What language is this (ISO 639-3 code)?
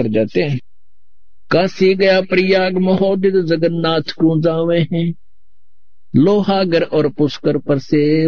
hin